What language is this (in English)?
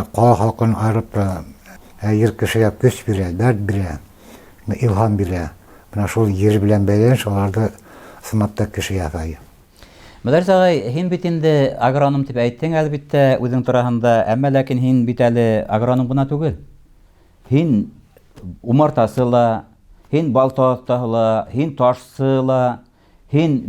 Bashkir